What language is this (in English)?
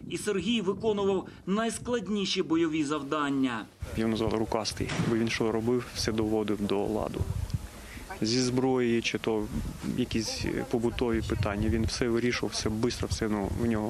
Ukrainian